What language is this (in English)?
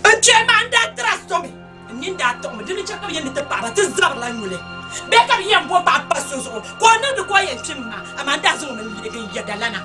Dagbani